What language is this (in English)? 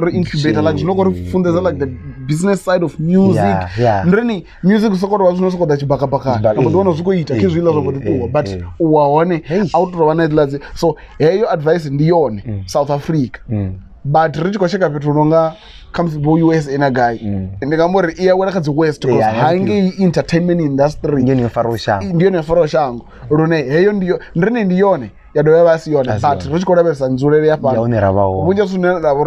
Venda